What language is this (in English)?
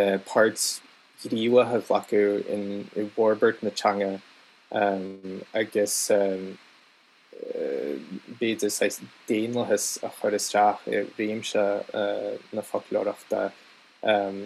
Irish